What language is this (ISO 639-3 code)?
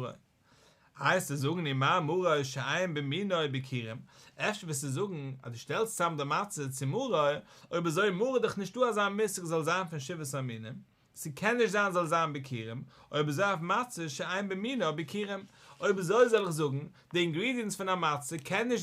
yid